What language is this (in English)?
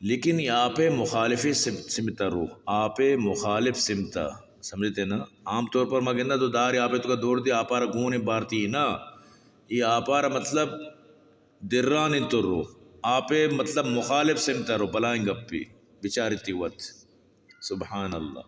Baluchi